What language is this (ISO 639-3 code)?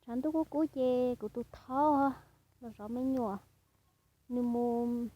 hmn